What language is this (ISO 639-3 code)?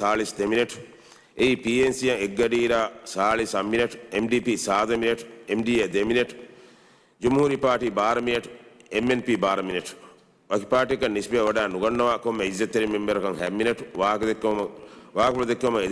div